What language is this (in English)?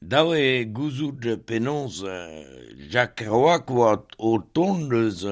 Breton